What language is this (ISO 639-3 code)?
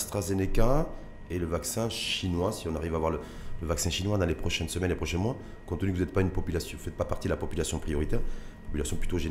fra